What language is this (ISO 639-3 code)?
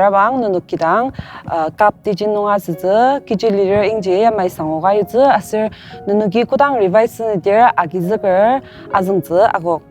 njo